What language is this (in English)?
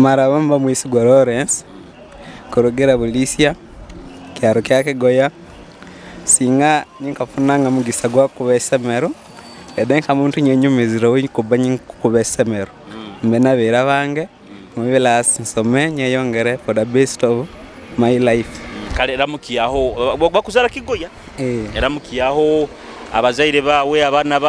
Nyoro